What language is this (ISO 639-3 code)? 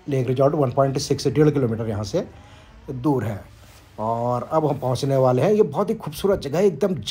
hin